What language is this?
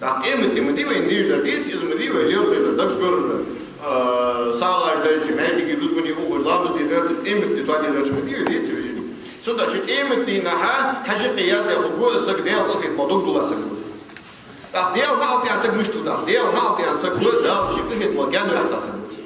Ingush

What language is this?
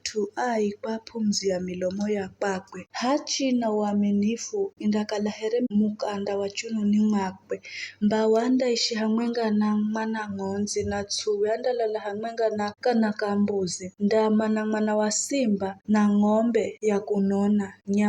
Giryama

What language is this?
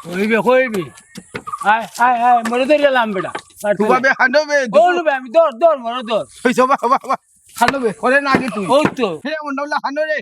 Sylheti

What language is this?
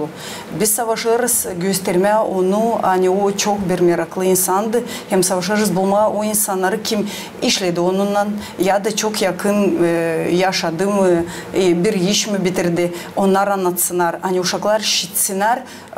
Gagauz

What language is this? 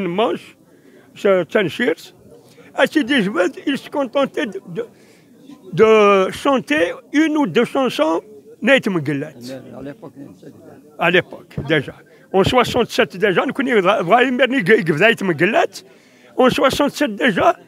Kabyle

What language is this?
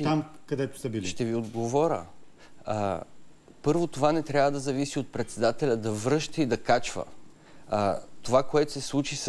Bulgarian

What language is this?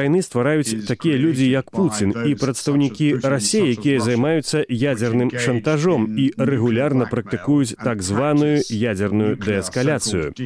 Belarusian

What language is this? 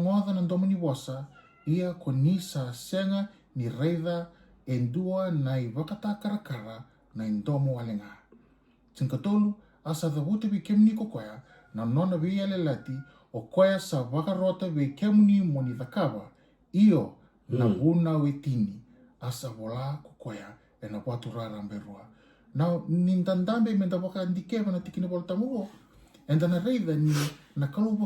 Fijian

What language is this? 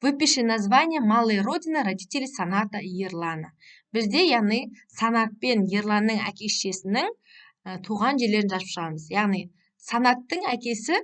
Kazakh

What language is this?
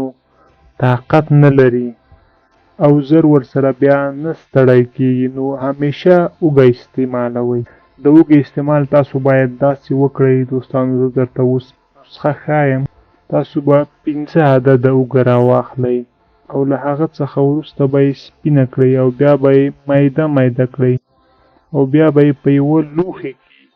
Pashto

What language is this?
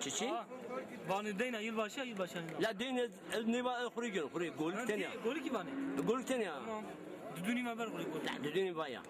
Zaza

